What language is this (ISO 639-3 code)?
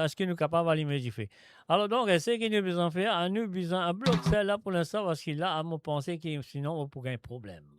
mfe